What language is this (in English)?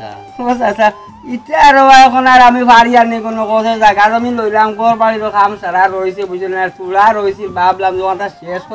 Sylheti